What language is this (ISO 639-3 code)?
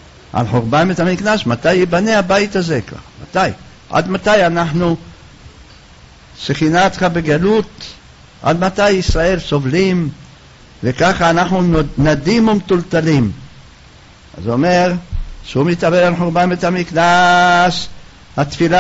heb